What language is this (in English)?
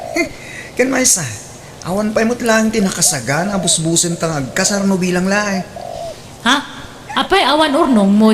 Iloko